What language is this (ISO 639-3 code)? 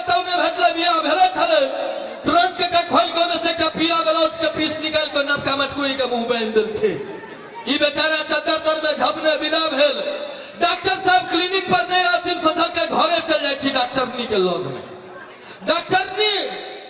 mai